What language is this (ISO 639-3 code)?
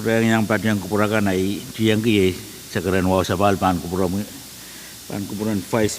pon